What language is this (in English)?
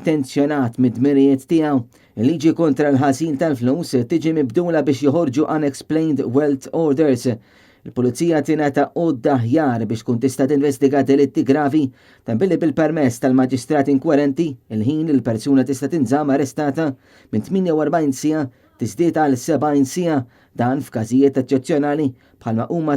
Maltese